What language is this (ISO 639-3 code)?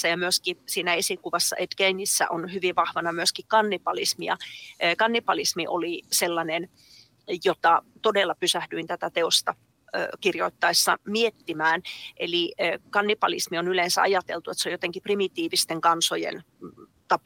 fin